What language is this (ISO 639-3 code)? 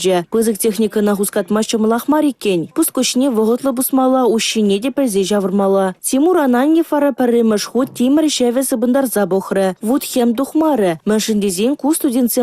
chv